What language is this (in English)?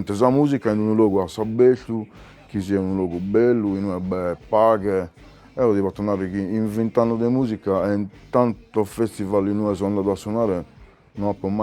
Sardinian